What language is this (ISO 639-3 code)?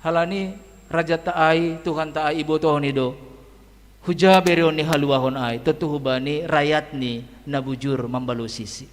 bts